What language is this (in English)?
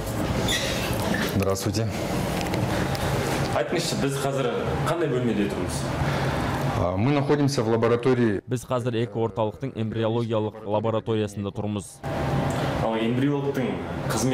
Kazakh